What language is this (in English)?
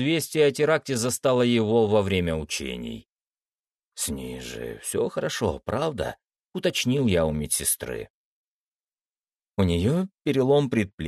Russian